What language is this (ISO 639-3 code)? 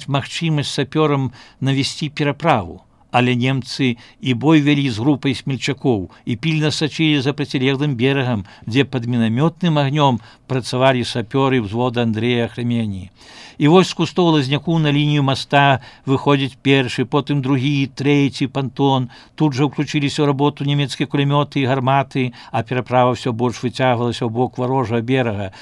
bel